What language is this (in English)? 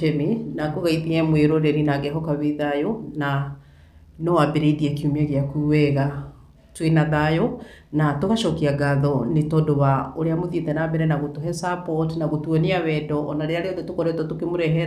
Kikuyu